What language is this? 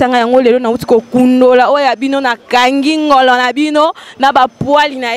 Lingala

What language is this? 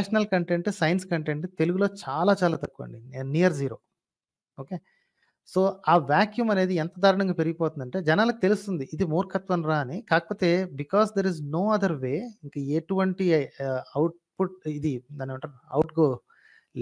Telugu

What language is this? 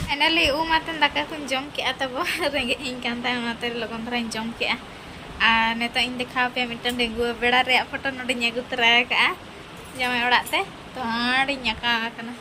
Santali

